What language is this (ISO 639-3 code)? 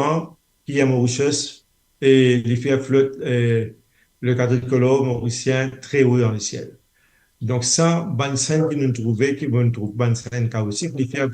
mfe